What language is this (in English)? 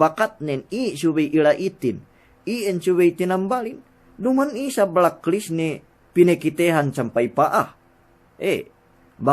Yakan